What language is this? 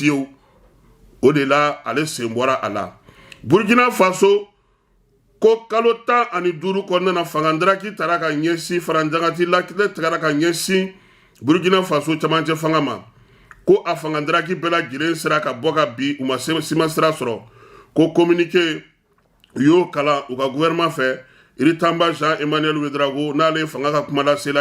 Bambara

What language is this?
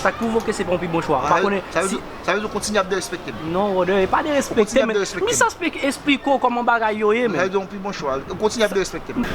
Haitian Creole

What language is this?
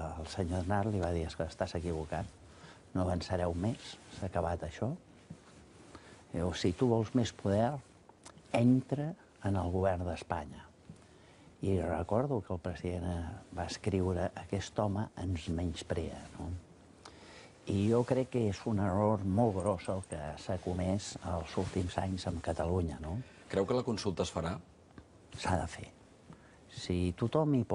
Catalan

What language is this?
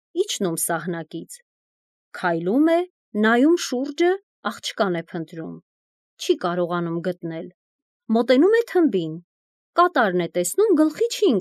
Armenian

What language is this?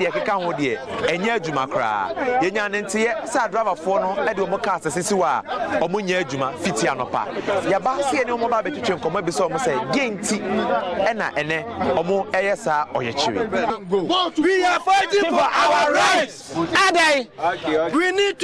Akan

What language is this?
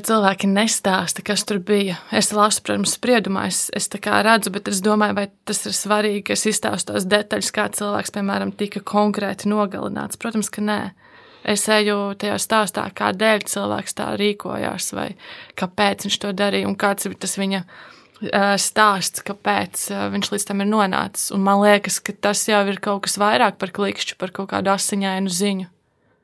Latvian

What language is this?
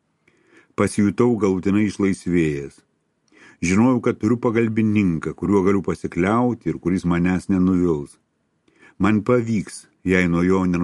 Lithuanian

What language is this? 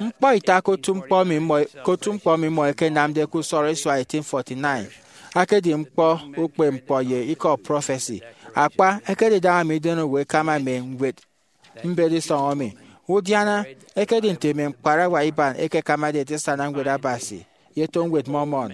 Efik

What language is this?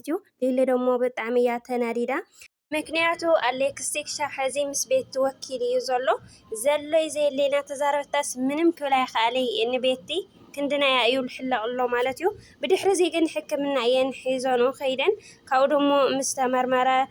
Tigrinya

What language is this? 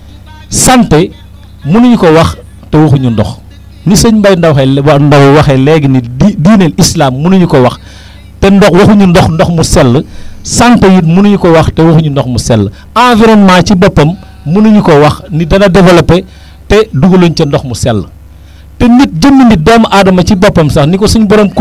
Wolof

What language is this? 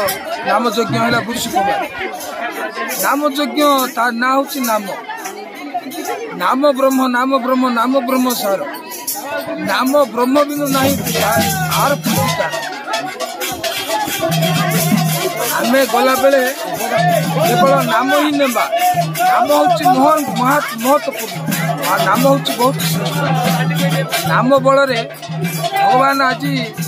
Odia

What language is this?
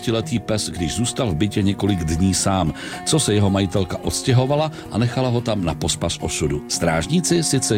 Czech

